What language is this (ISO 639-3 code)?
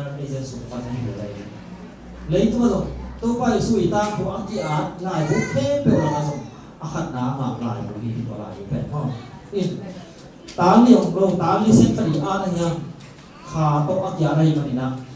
ctd